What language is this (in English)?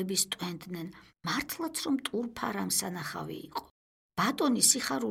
Georgian